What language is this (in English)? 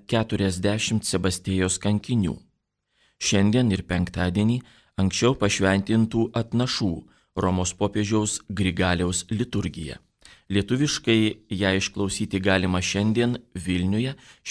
Lithuanian